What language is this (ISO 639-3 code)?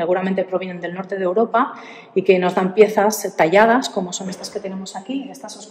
spa